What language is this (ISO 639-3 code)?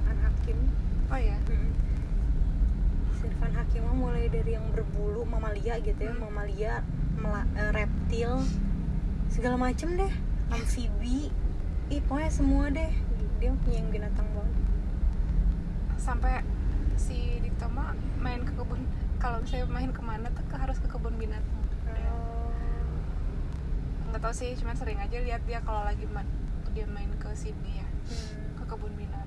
ind